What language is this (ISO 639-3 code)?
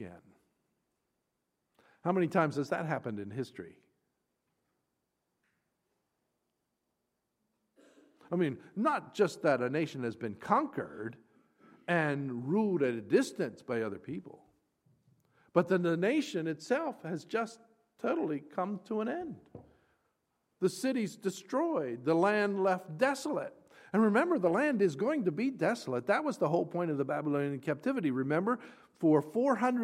eng